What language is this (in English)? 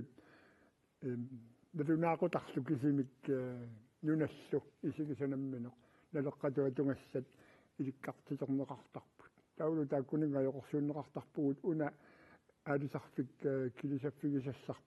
Kalaallisut